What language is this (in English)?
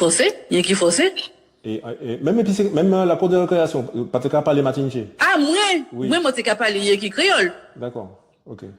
Guadeloupean Creole French